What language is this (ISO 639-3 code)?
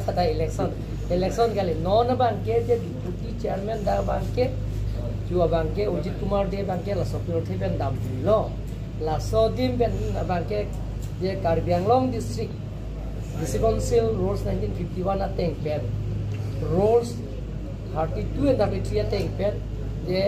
mjw